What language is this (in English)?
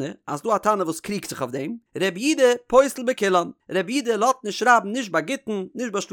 Yiddish